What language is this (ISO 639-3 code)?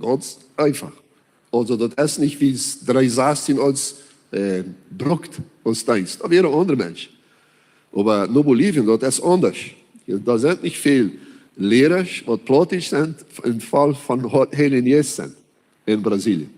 pdt